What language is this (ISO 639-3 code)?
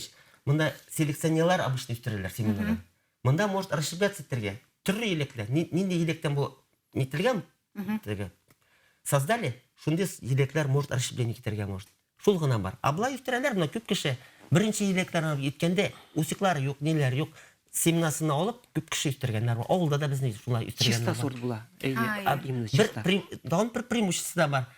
bak